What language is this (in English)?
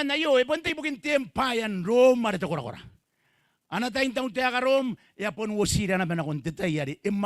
Gilbertese